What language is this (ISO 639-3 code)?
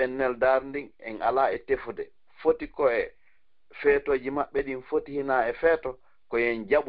ful